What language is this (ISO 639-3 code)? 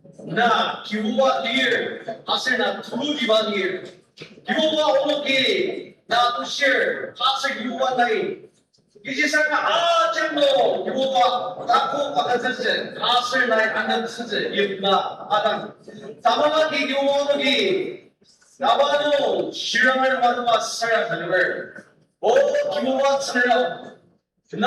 njo